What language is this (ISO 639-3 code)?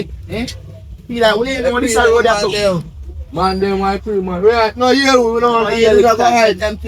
jam